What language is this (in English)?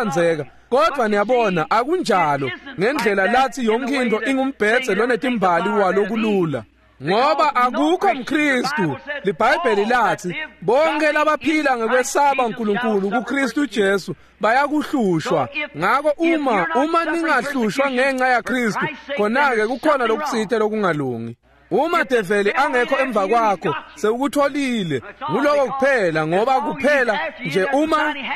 Swati